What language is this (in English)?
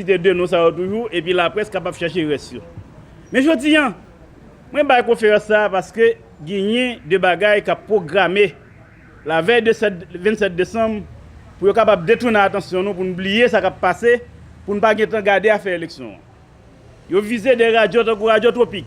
Haitian Creole